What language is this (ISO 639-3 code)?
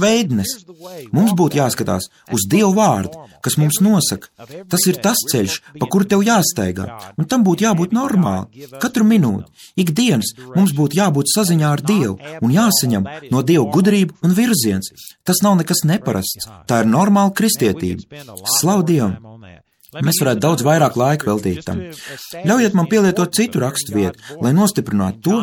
lav